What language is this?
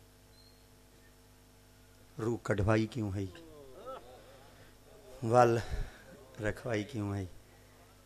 Saraiki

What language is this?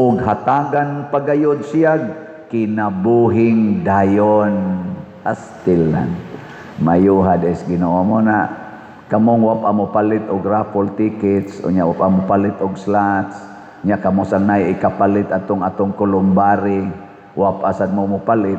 Cebuano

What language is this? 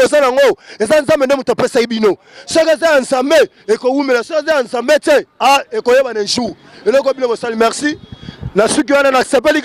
Lingala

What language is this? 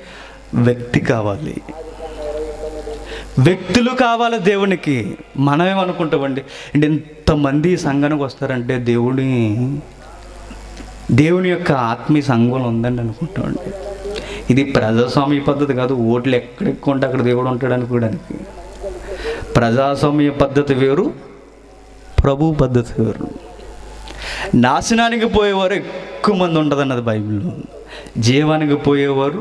Telugu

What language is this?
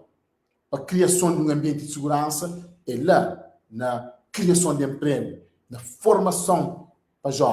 Kabuverdianu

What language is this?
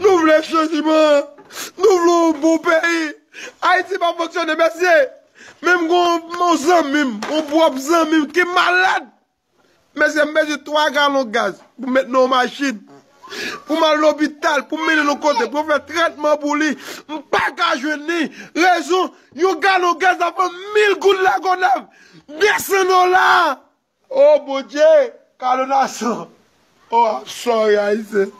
Haitian Creole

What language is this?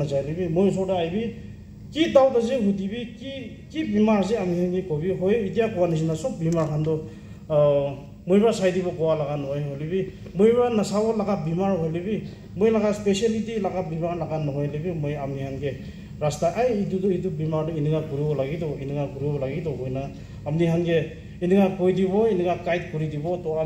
Naga Pidgin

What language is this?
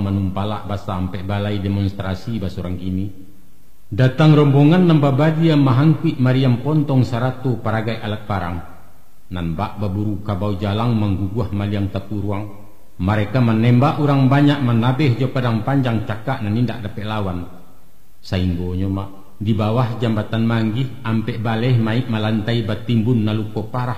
Minangkabau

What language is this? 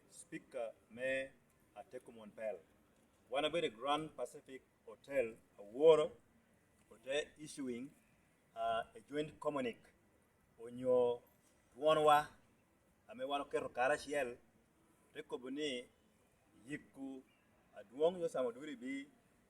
Lango (Uganda)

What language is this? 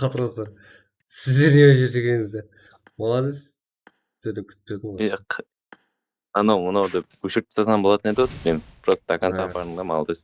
Kara-Kalpak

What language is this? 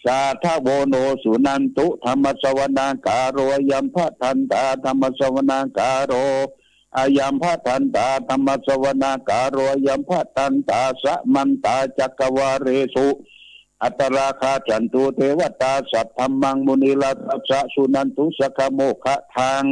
Pali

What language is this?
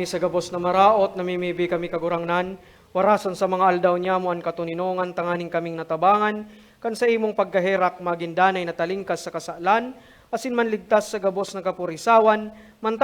Bikol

